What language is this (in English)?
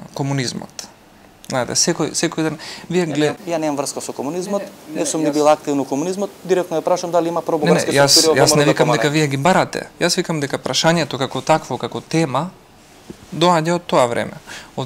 Macedonian